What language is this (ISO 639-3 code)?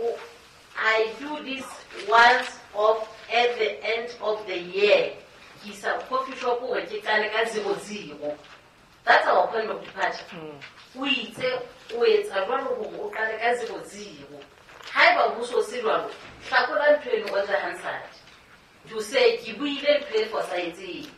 sot